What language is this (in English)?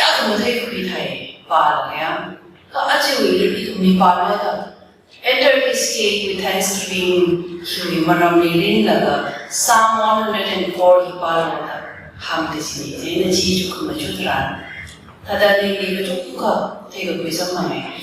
Tangkhul Naga (India)